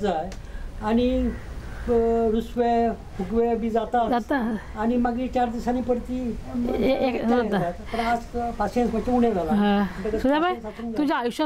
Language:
Konkani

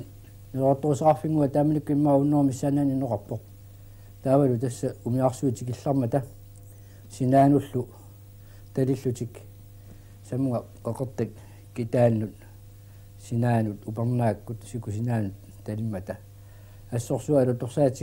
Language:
Kalaallisut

